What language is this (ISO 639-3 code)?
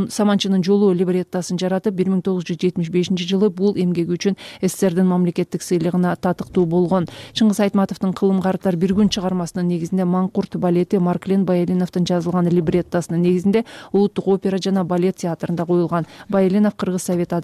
kir